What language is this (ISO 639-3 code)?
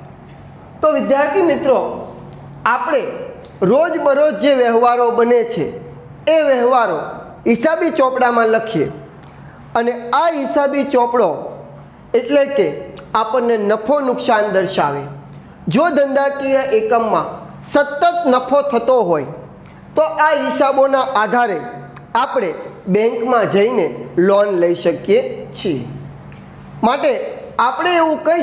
guj